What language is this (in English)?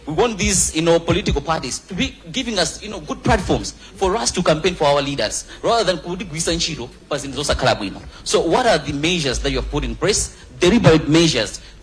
Nyanja